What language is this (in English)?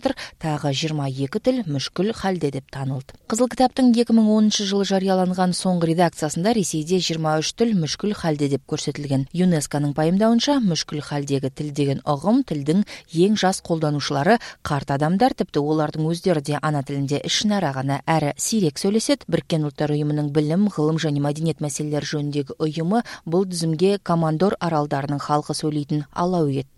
Kyrgyz